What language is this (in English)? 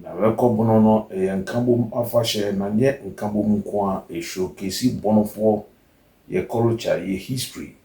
Akan